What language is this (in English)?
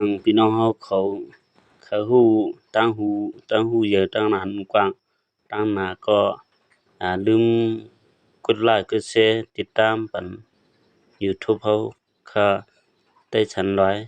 Shan